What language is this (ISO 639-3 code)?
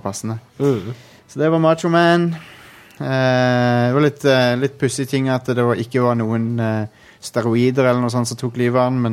nor